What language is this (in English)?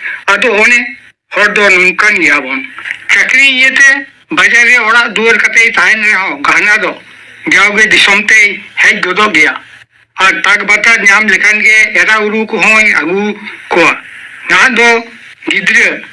Santali